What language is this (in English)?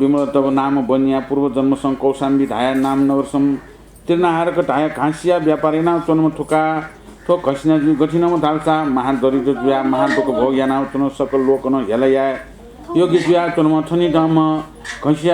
Newari